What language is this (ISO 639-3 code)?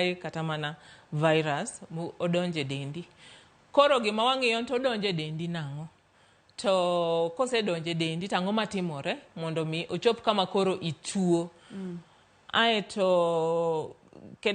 luo